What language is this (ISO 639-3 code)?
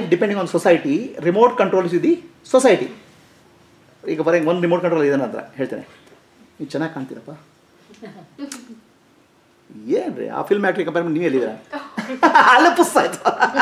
kan